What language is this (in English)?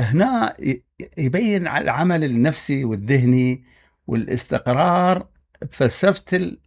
Mesopotamian Arabic